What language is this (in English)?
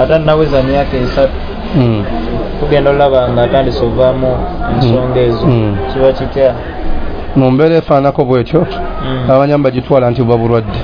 Ganda